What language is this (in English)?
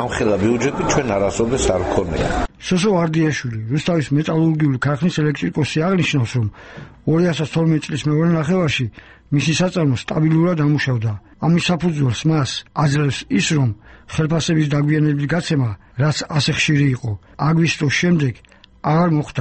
Georgian